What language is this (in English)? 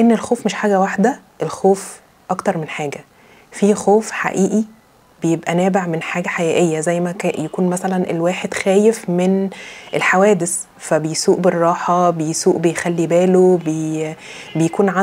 Egyptian Arabic